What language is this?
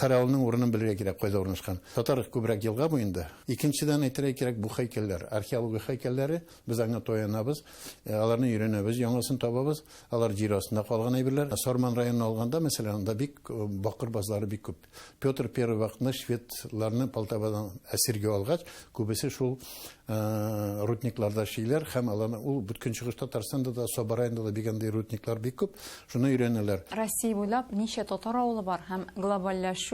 Tatar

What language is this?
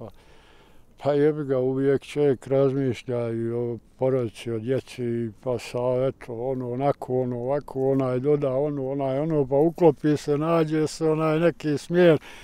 Bosnian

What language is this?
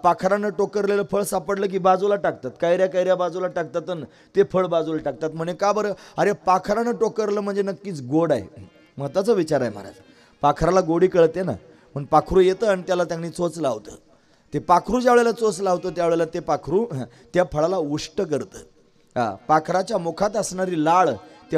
Marathi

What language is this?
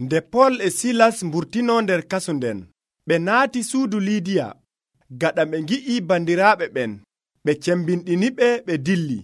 Nigerian Fulfulde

